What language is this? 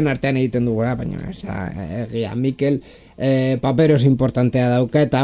Basque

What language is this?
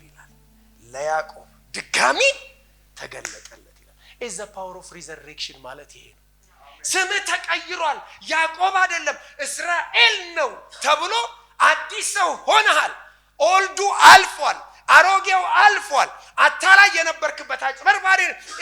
Amharic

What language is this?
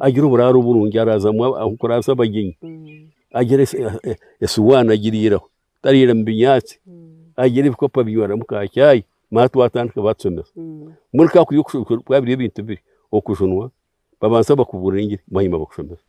Nyankole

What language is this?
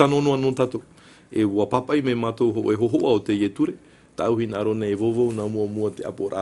Tahitian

